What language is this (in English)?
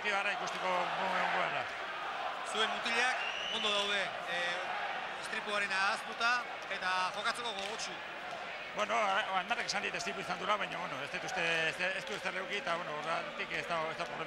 Basque